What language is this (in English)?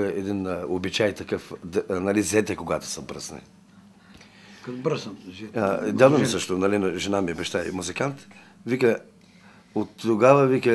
Bulgarian